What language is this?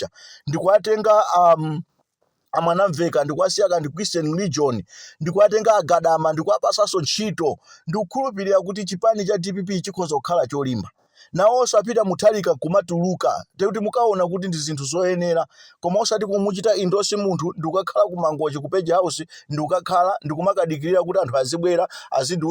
Nyanja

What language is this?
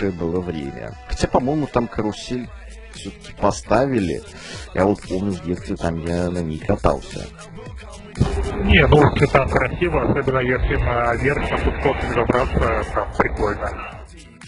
Russian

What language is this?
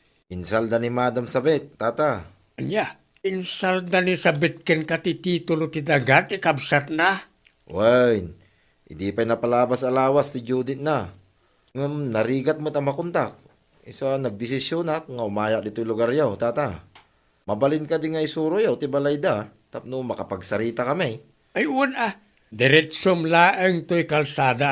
Iloko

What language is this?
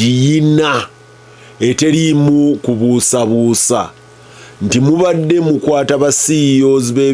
Ganda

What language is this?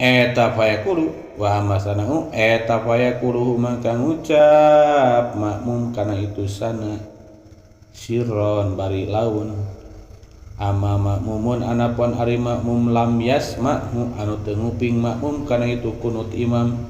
Sundanese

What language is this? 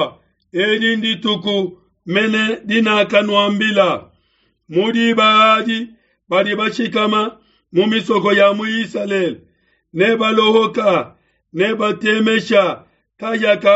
Luba-Lulua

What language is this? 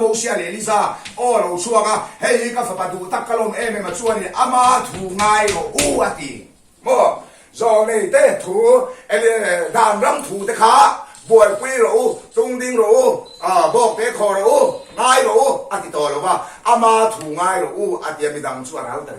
Mizo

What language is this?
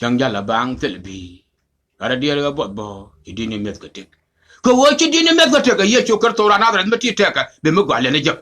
Nuer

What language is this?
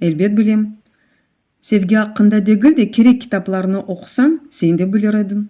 Crimean Tatar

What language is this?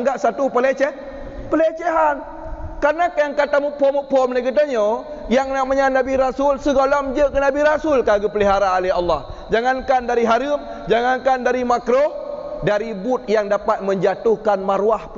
Achinese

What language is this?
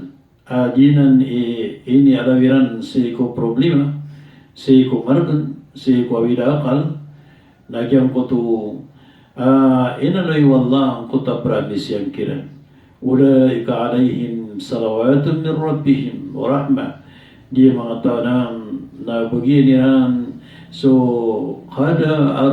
Maranao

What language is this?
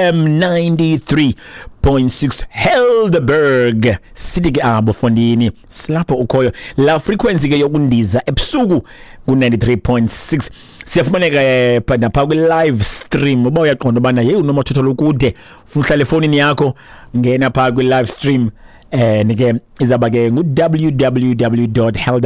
Xhosa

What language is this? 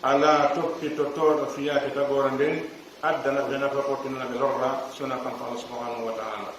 Pular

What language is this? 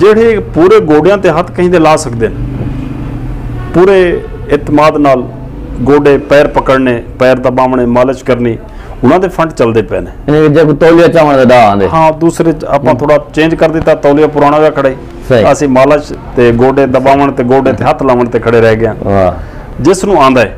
Saraiki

